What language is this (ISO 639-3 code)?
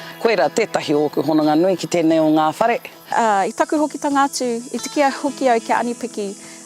mri